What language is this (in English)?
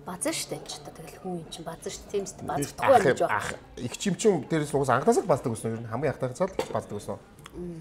Mongolian